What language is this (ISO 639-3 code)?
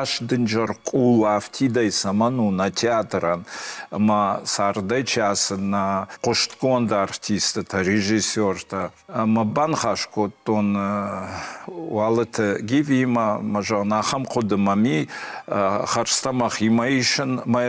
oss